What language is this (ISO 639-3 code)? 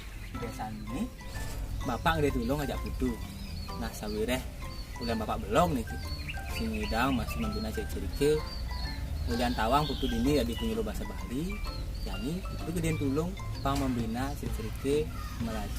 ban